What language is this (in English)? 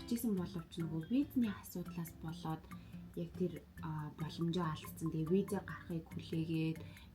Mongolian